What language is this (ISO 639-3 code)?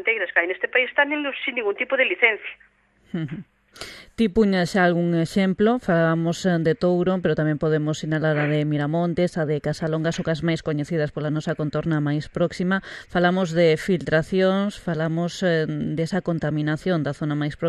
glg